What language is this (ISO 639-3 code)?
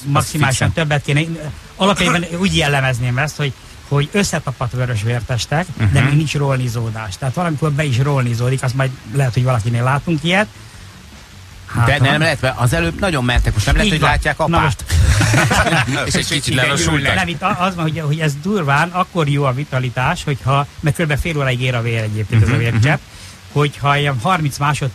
hun